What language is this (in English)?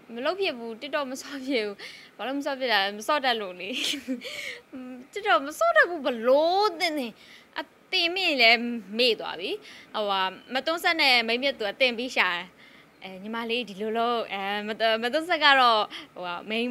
Burmese